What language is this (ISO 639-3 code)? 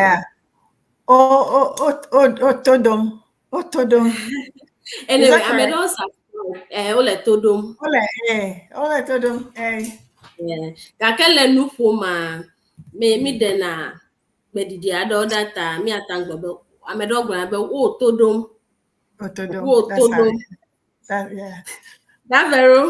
ewe